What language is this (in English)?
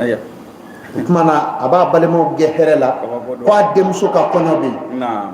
Bambara